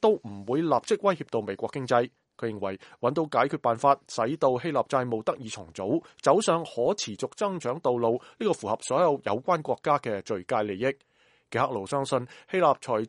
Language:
Cantonese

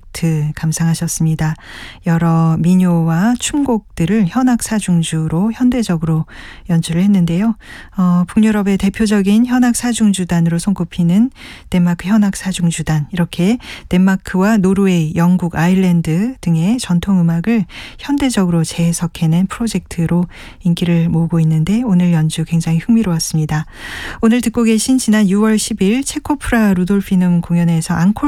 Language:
Korean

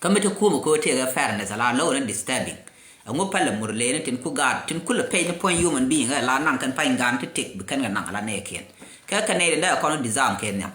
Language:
Nuer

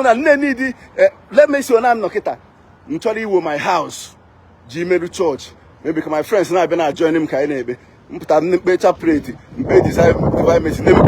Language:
Igbo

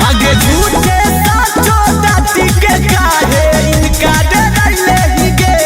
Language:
Magahi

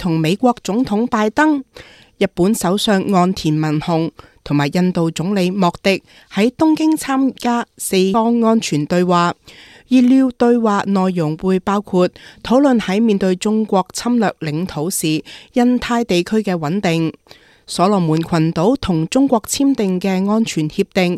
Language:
Cantonese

